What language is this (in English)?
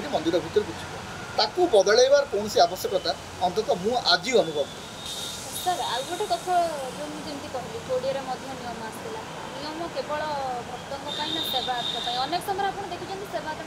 Odia